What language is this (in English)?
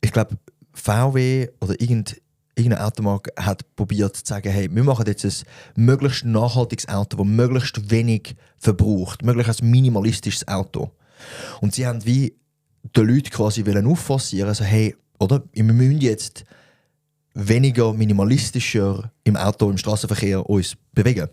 Swiss German